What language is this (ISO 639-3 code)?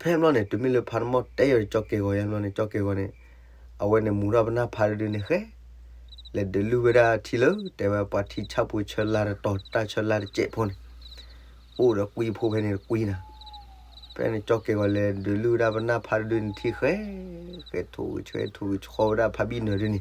ksw